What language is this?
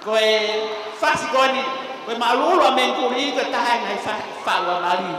Tongan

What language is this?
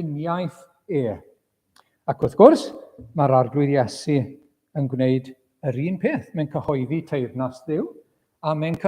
Welsh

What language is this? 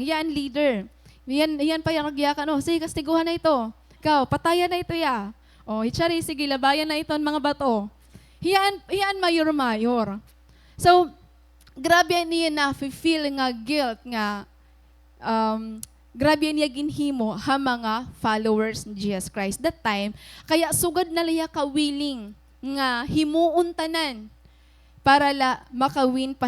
Waray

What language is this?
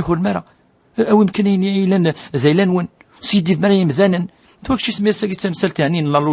Kabyle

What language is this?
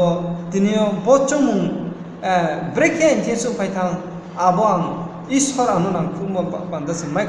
Riang (India)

